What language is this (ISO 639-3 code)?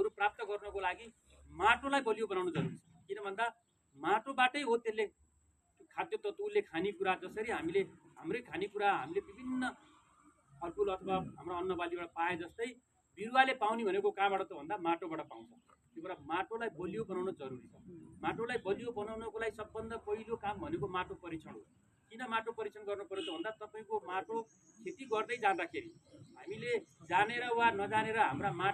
nep